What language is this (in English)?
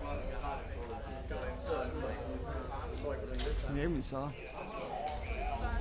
Danish